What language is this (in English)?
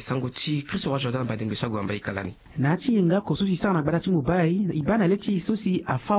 Sango